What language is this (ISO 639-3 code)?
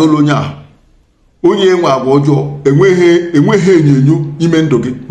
ibo